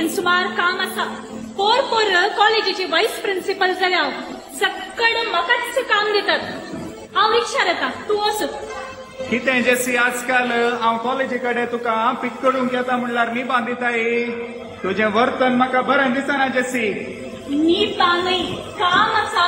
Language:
Konkani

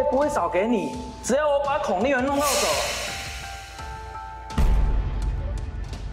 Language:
Chinese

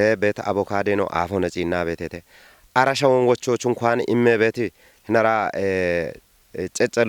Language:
Kafa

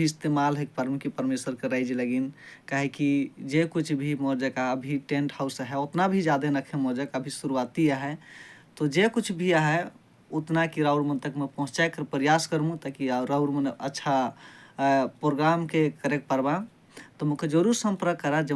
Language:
Sadri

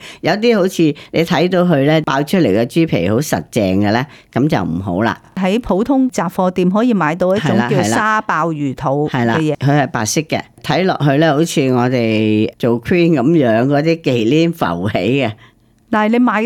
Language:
Cantonese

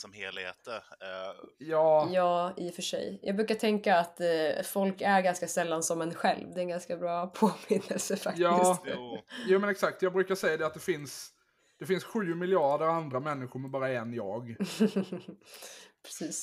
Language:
Swedish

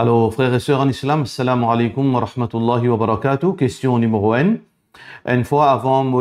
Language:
Morisyen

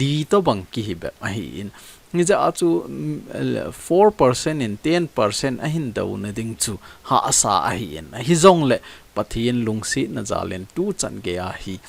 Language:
Thado Chin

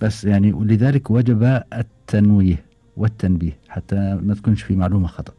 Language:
Gulf Arabic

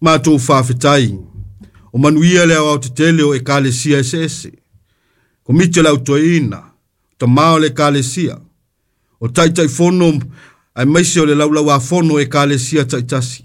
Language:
Samoan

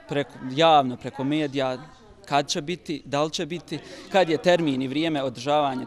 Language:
Bosnian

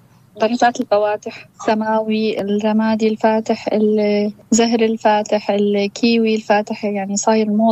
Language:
North Levantine Arabic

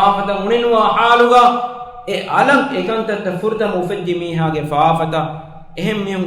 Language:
Divehi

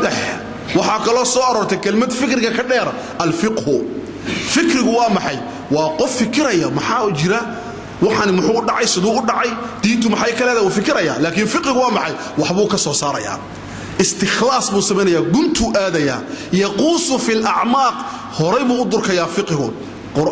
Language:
Somali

